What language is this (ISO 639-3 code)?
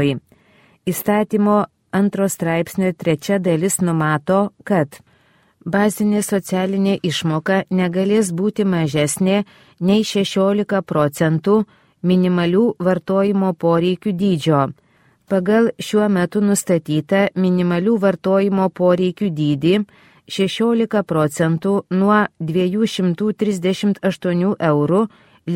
lit